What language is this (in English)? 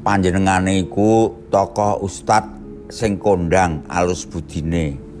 Javanese